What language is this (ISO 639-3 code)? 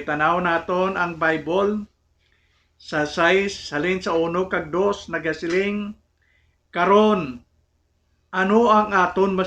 hil